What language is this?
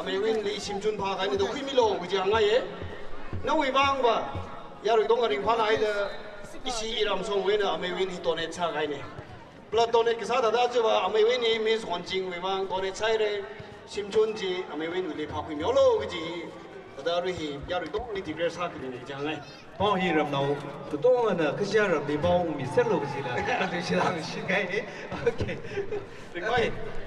Tangkhul Naga (India)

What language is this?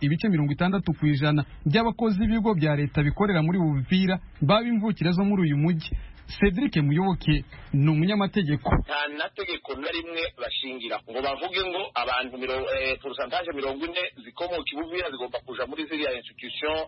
Kinyarwanda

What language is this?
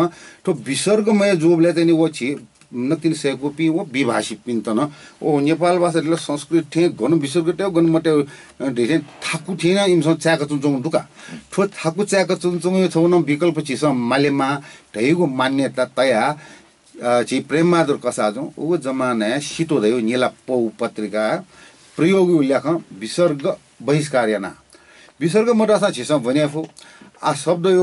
Newari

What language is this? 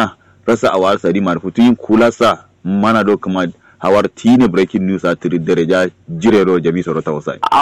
Kanuri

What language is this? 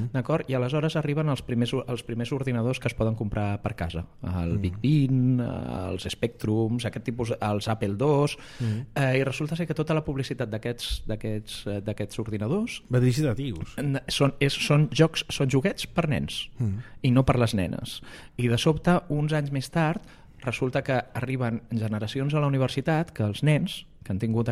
Catalan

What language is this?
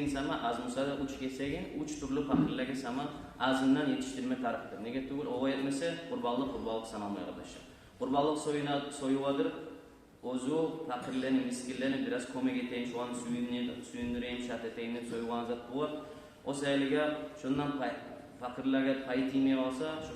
Kumyk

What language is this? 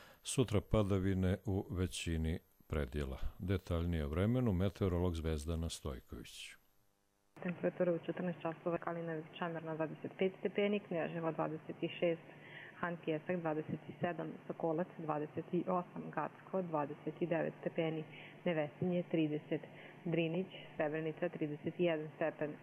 Croatian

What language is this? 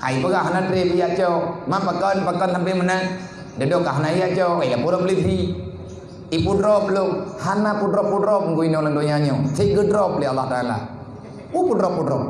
Achinese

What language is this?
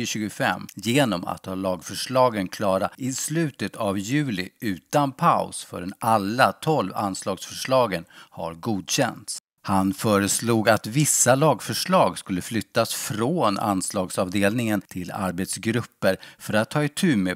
Swedish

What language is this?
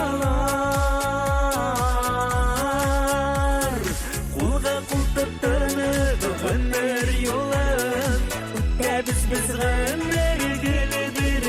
Bashkir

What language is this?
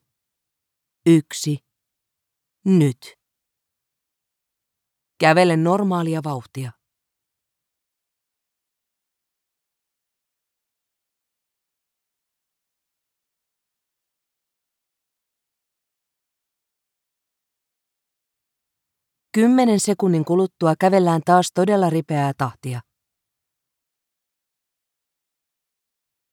Finnish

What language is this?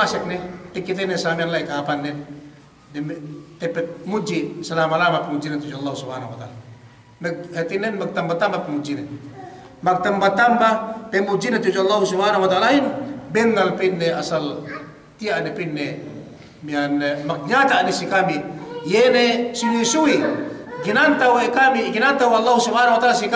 Yakan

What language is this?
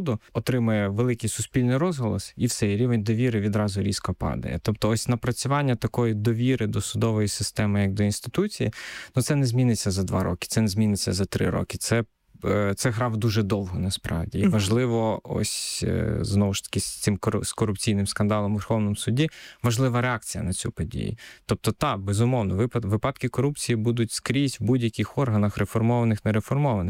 Ukrainian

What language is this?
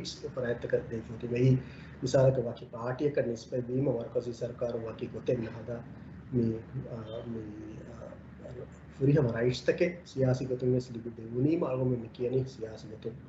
Divehi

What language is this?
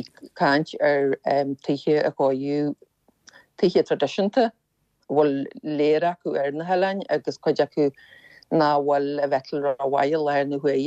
Irish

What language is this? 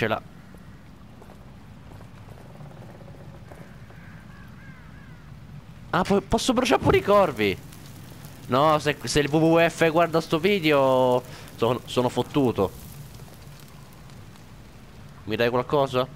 Italian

